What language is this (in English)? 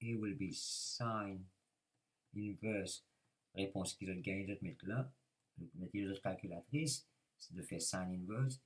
Morisyen